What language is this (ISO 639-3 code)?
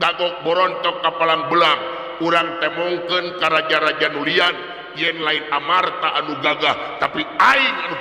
sun